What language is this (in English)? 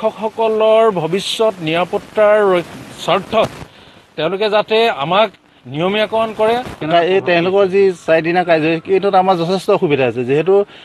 Assamese